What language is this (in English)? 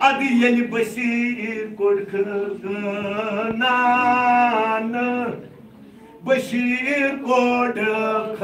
Kashmiri